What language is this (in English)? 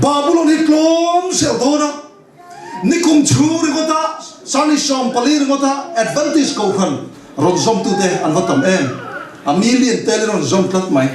Mizo